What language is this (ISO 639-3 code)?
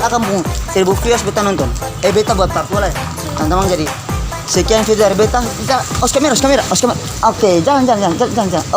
abs